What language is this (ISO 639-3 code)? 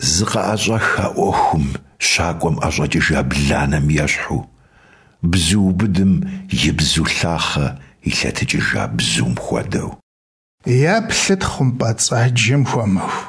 kbd